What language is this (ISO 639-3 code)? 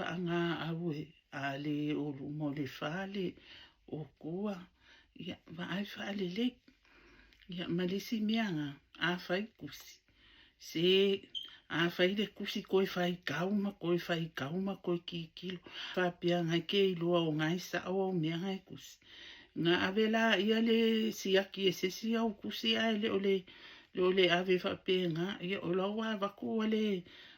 smo